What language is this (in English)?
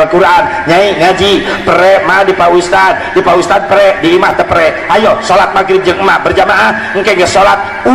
Sundanese